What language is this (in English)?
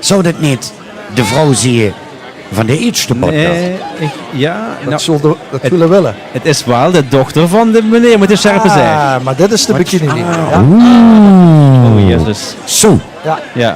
Limburgish